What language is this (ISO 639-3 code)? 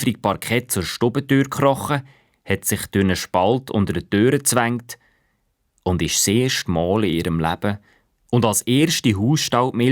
gsw